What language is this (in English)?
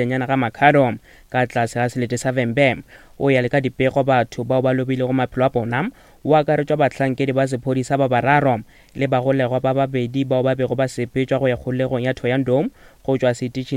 Northern Sotho